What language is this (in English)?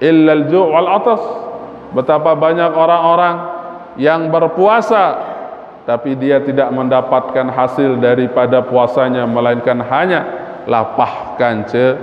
Sasak